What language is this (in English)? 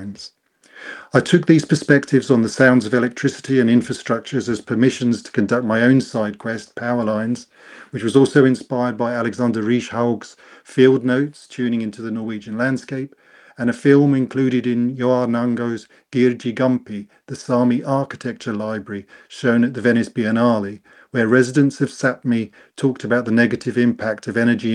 English